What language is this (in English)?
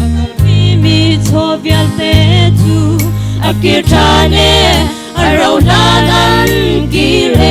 Hakha Chin